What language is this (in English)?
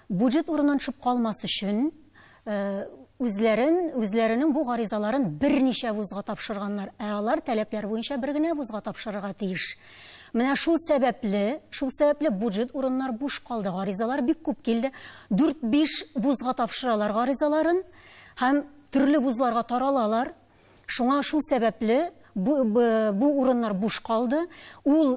Tatar